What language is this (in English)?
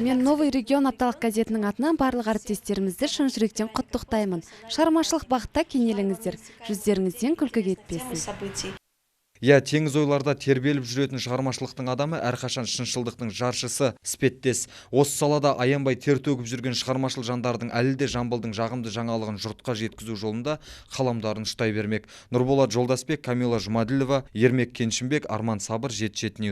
Kazakh